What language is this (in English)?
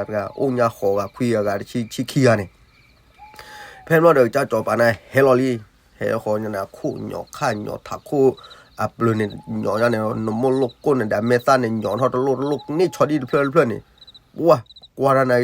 S'gaw Karen